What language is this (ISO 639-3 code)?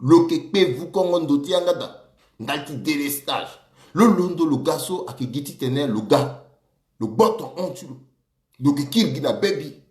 sag